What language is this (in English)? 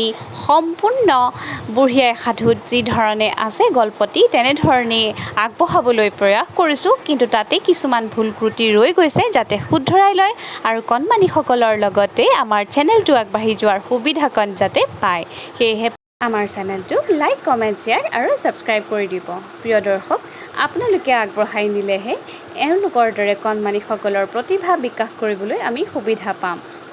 Assamese